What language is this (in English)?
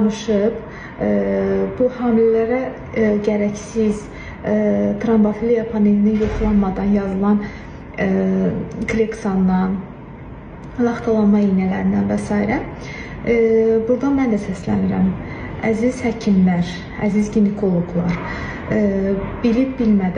Azerbaijani